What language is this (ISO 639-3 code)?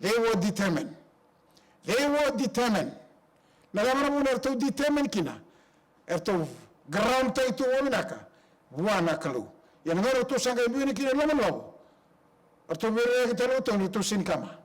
fij